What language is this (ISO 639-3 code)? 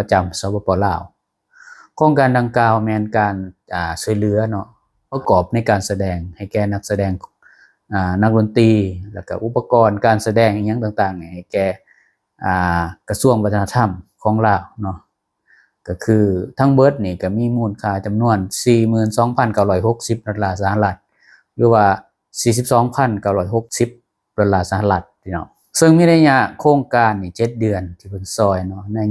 lao